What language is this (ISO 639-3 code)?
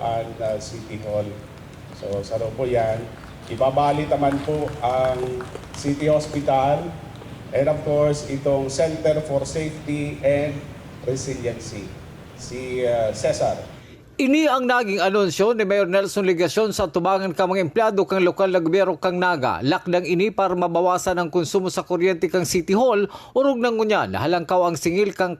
bik